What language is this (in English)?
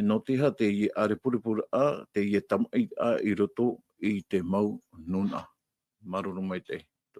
Tahitian